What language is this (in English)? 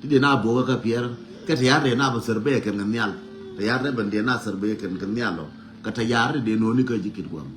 Nuer